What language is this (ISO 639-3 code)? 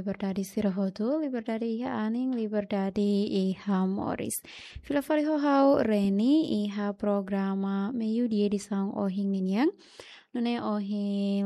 tet